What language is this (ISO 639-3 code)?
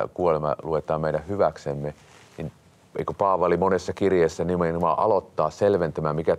fin